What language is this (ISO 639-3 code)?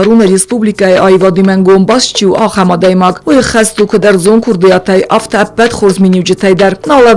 oss